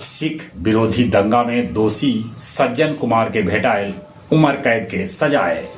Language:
Magahi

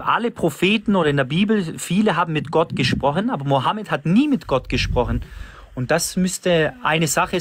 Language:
German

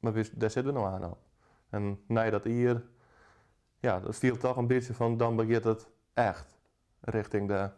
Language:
Western Frisian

